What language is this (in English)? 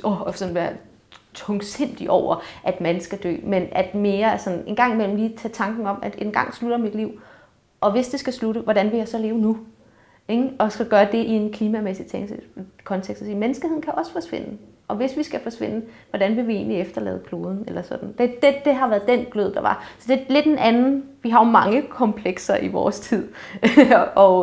Danish